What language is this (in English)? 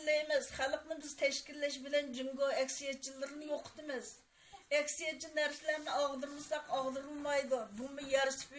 Uyghur